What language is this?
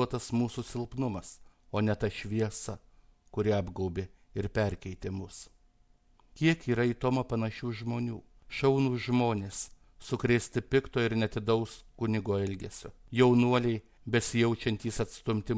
Lithuanian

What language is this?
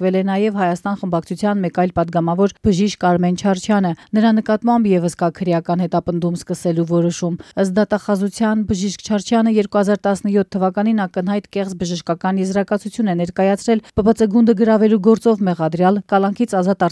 Armenian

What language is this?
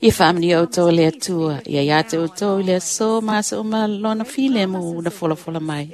Samoan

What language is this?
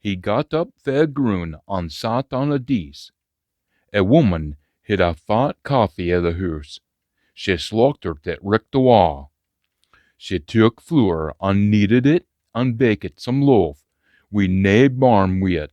Scots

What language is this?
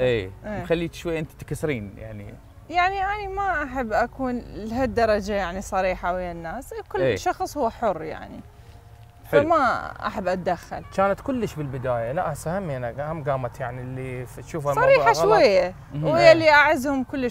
Mesopotamian Arabic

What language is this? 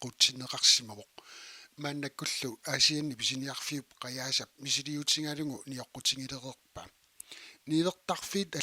Kalaallisut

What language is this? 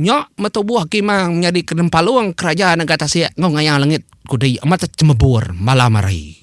Iban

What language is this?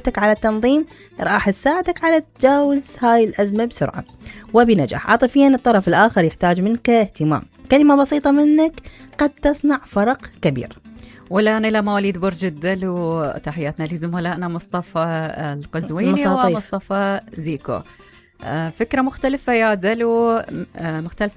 Mesopotamian Arabic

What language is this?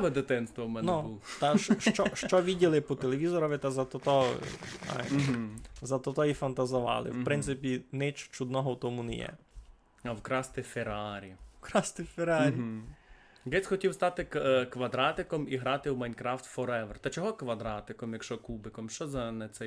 Rusyn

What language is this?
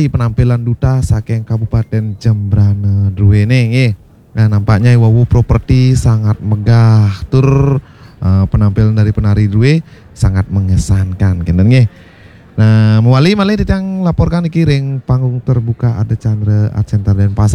Balinese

